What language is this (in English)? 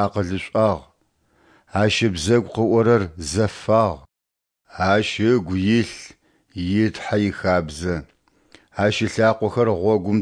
Adyghe